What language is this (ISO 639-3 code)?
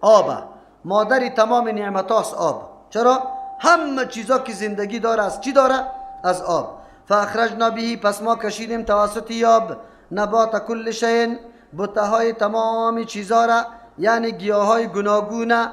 fas